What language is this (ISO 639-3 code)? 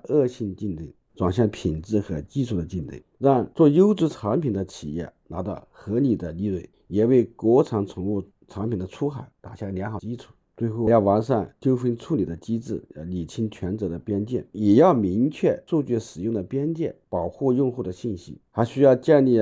zho